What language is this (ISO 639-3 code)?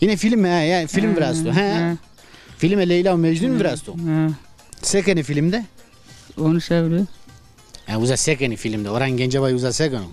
zza